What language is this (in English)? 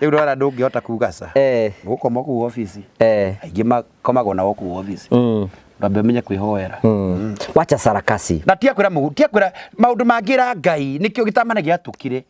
Kikuyu